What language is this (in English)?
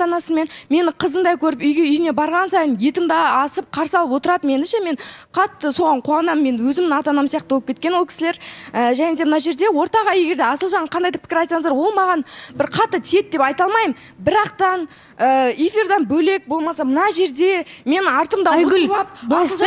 Kazakh